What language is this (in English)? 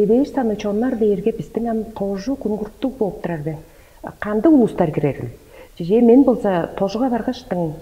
Tuvinian